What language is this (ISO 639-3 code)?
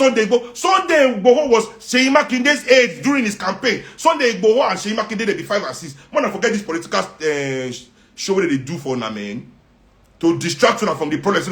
pcm